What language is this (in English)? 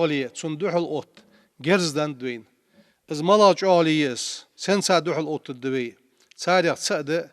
Ingush